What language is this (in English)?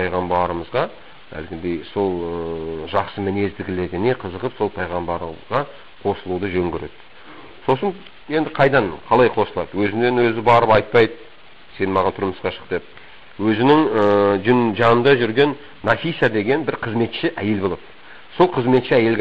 Kazakh